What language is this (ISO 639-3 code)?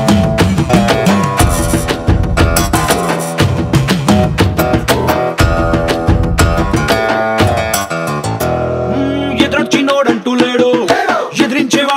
tel